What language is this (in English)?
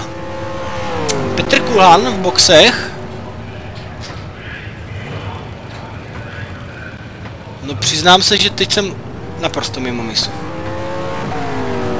Czech